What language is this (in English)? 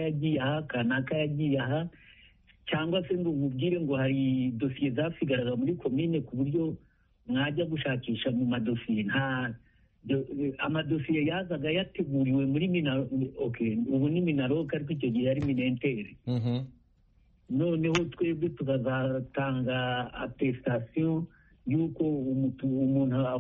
Kinyarwanda